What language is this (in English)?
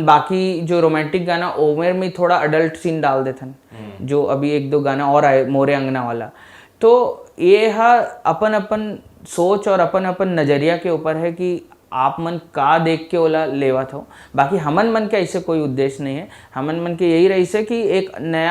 Chhattisgarhi